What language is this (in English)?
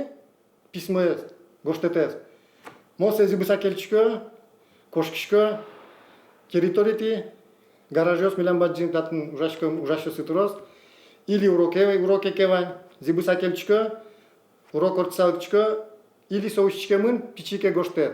Udmurt